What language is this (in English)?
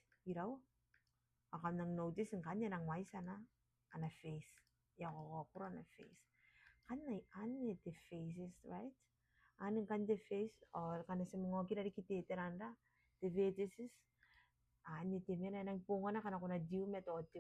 Gilbertese